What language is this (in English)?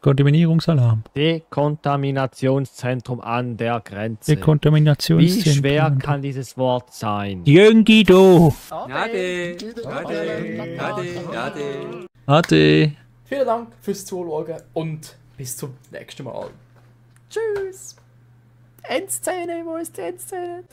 Swiss German